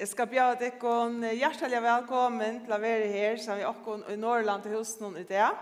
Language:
Faroese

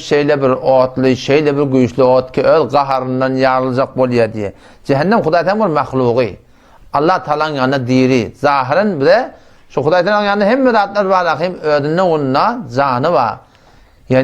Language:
Turkmen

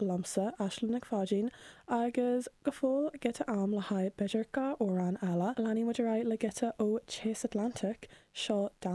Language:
Irish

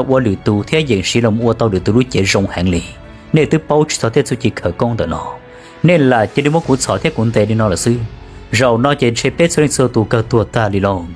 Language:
Hmong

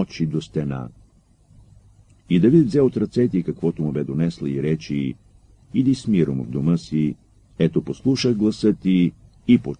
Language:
Bulgarian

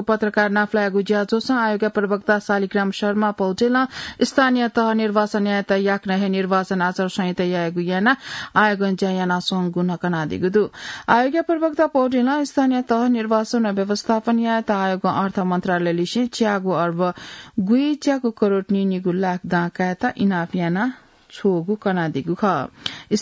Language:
Newari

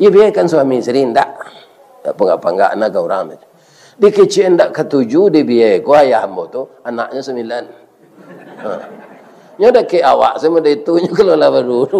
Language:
Minangkabau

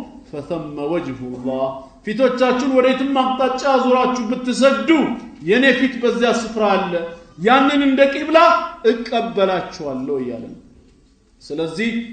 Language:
Amharic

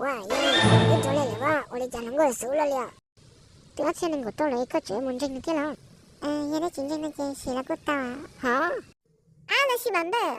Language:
Hmong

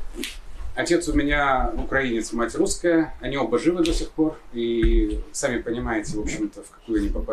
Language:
Russian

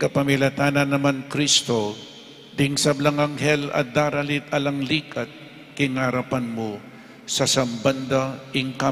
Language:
Pampanga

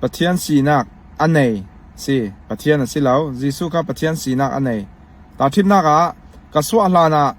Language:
Falam Chin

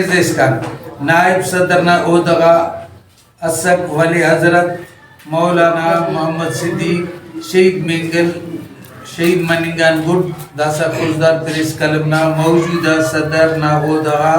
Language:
Brahui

